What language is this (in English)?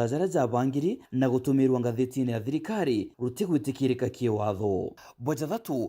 Meru